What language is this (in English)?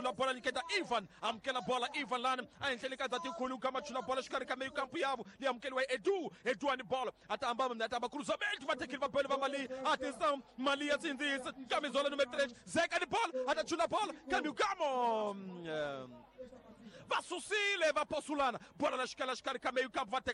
Tsonga